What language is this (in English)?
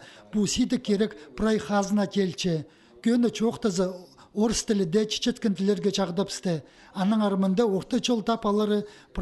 Khakas